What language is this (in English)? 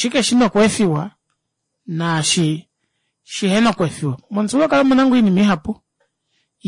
Kuanyama